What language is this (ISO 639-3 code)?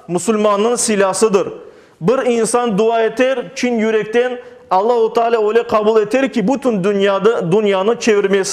crh